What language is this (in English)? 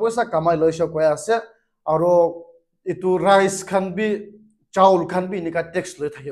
Naga Pidgin